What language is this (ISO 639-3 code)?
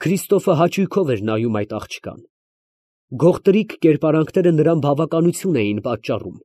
hye